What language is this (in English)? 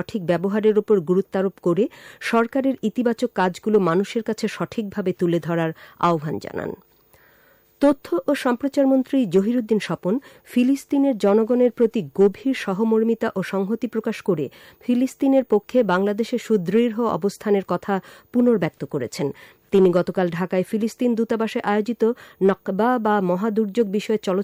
Bangla